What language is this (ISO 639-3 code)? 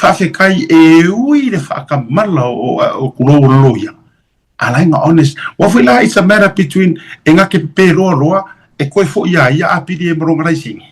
smo